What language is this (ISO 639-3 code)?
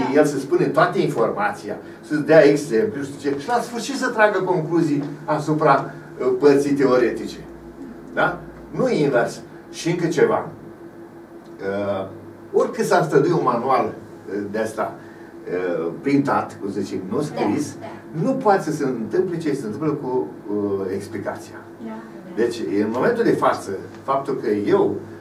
ron